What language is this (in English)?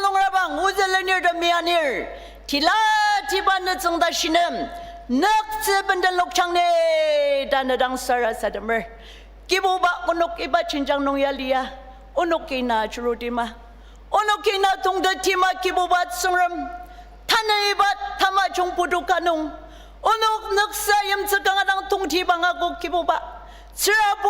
Ao Naga